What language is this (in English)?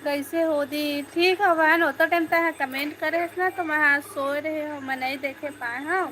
Chhattisgarhi